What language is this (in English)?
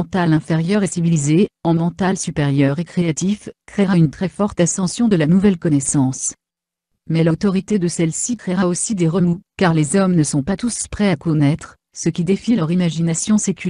French